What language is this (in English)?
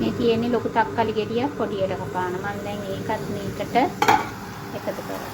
Sinhala